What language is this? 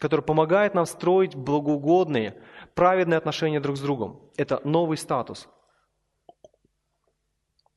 Russian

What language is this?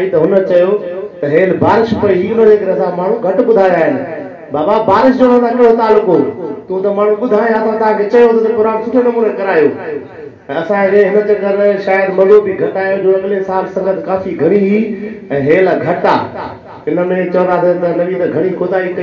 Sindhi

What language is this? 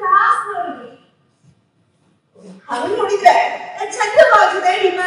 Kannada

